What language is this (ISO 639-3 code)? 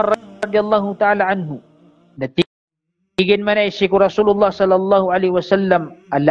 mrw